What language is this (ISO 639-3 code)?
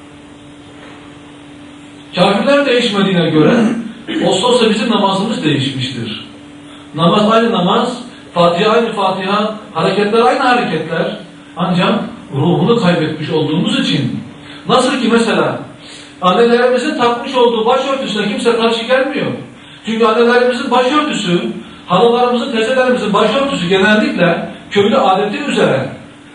tur